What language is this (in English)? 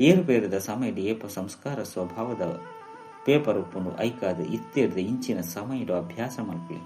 Tulu